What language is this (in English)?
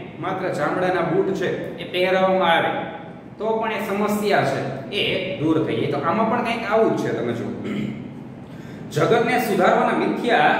Gujarati